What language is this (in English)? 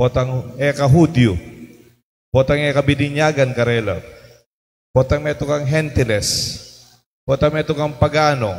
Pampanga